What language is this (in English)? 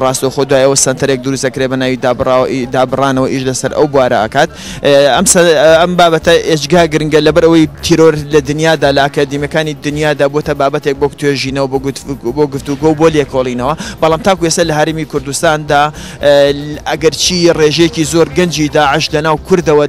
Central Kurdish